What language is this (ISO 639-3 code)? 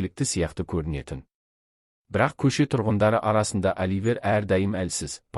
kaz